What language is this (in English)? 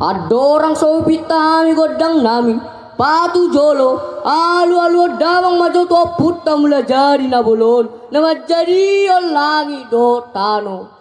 Batak Toba